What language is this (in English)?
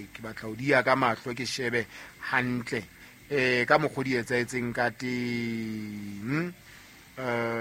Southern Sotho